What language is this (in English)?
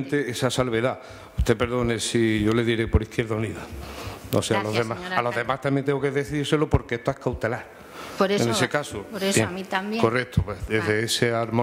Spanish